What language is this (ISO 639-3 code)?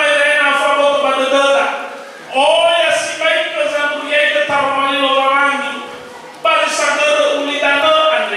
nia